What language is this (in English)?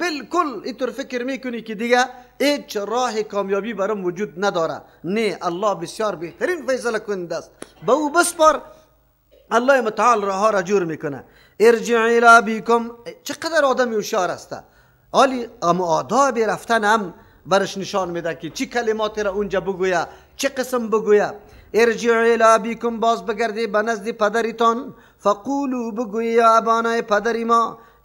Persian